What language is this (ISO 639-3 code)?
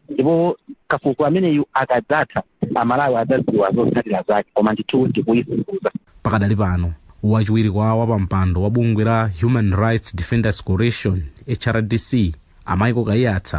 nya